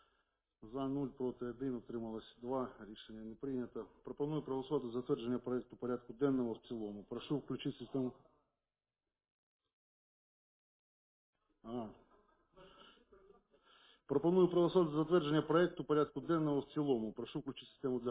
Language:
Ukrainian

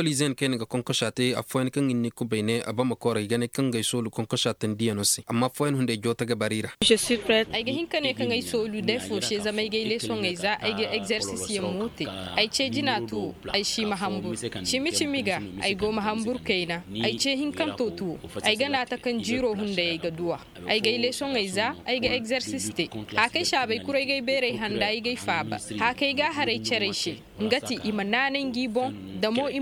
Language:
Zarma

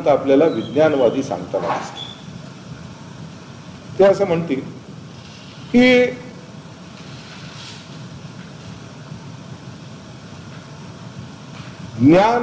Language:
Marathi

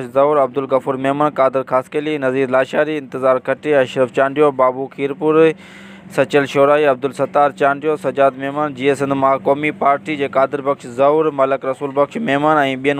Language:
Sindhi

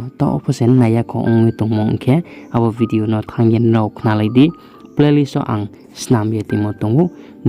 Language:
Riang (India)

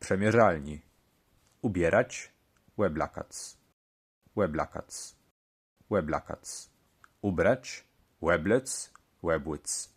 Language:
Kashubian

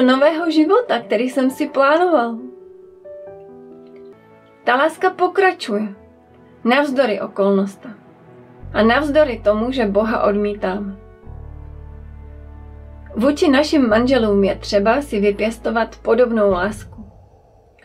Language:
Czech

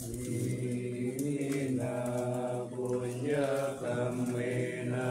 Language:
Pali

